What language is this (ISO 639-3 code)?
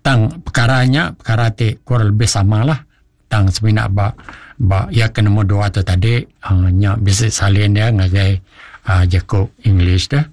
iba